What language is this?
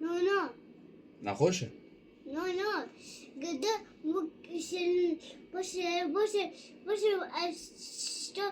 Kurdish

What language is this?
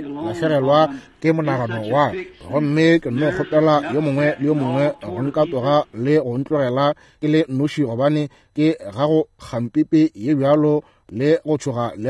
Northern Sotho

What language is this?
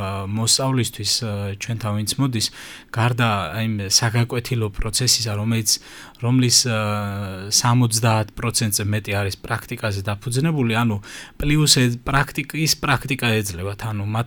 Georgian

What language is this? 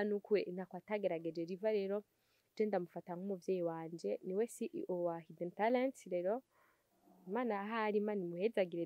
Rundi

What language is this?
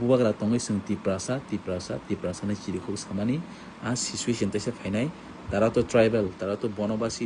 Kok Borok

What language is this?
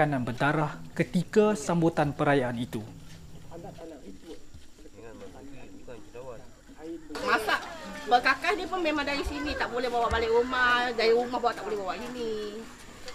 Malay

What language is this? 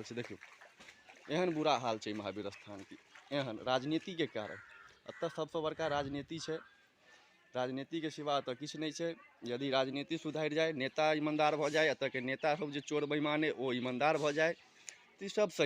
Maithili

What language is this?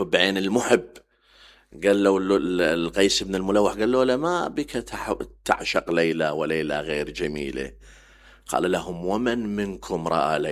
Mesopotamian Arabic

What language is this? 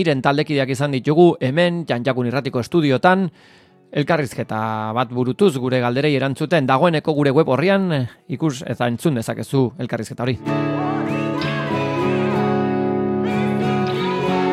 Basque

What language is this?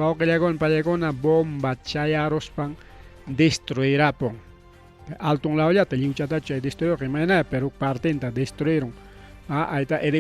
Ayacucho Quechua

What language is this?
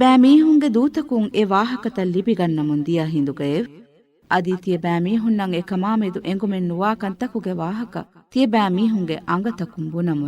Divehi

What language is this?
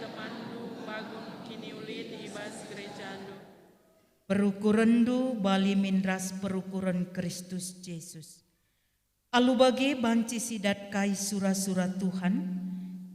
Batak Karo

